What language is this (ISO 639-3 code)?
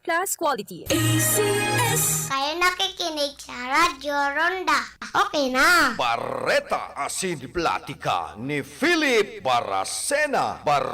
bik